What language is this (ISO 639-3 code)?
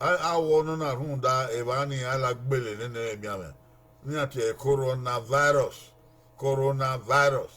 bin